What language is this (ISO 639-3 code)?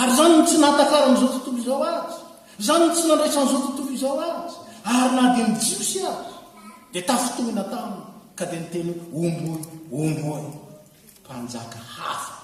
mlg